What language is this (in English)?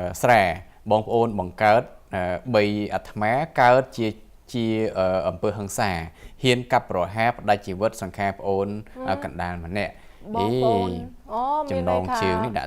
Khmer